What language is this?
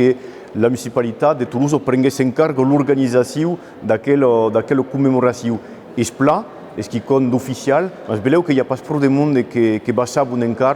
Occitan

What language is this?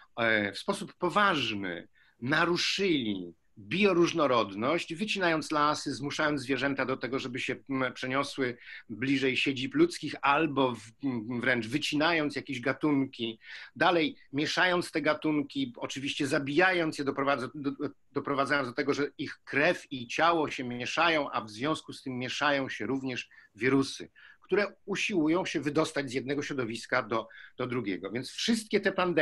Polish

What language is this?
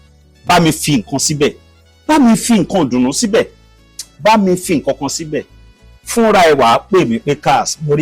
Yoruba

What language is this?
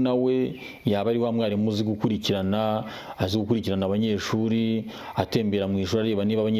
Kinyarwanda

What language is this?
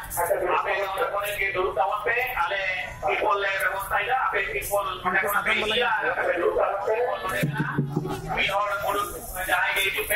Santali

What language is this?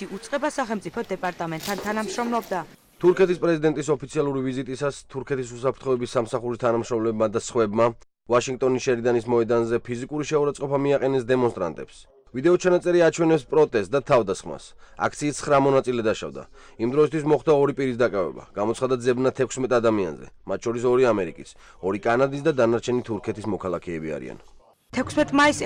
Georgian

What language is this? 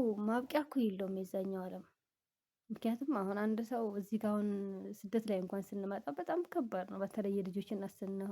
Amharic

